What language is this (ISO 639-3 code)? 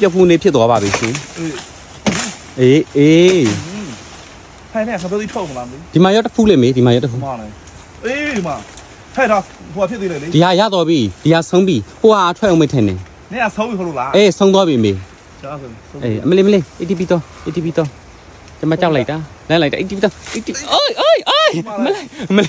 mya